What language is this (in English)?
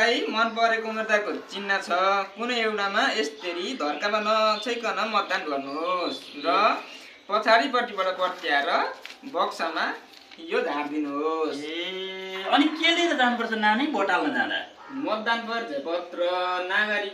Nepali